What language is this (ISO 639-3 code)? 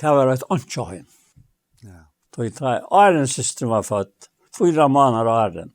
fao